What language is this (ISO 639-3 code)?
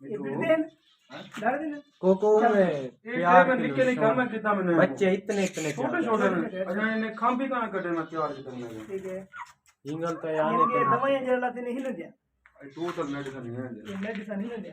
skr